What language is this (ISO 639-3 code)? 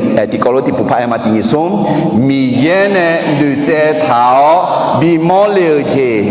ahk